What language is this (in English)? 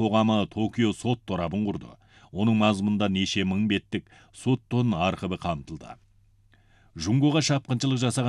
Kazakh